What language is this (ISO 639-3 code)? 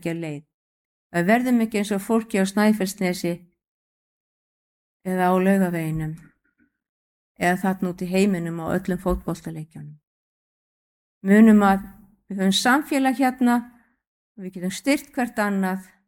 isl